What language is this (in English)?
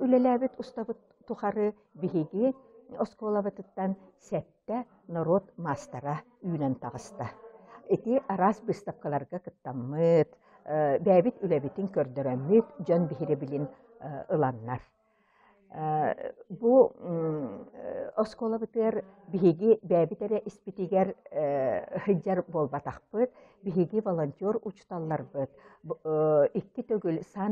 Yakut